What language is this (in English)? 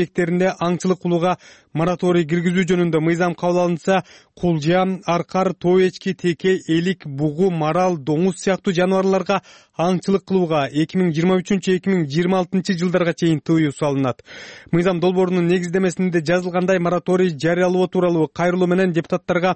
Kyrgyz